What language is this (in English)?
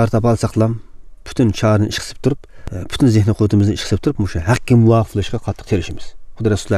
Uyghur